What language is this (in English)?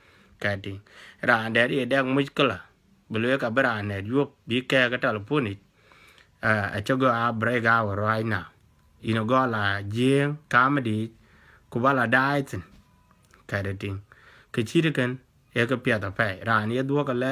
Dinka